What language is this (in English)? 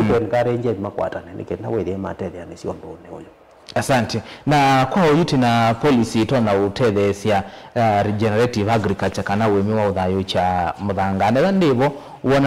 Kamba